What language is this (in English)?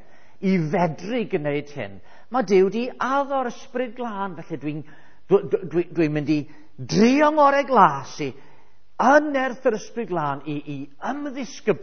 Welsh